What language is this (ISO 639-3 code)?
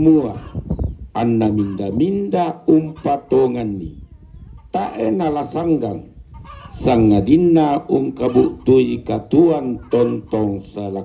sda